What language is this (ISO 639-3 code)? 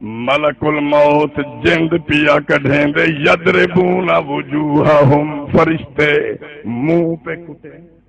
skr